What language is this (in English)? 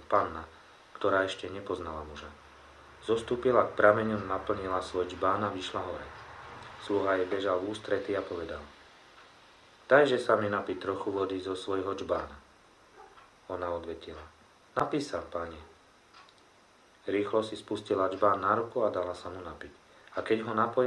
Slovak